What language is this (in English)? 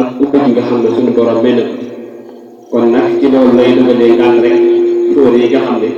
Wolof